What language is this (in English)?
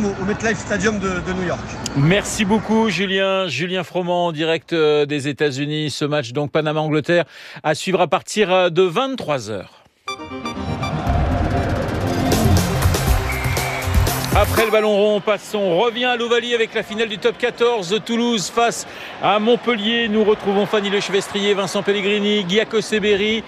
French